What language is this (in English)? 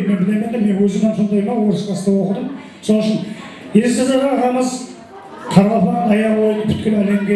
Kara-Kalpak